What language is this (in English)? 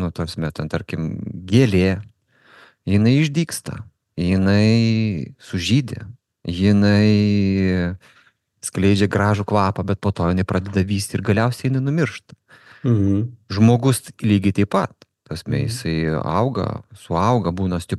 Lithuanian